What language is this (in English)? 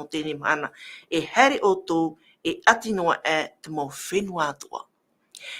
Tahitian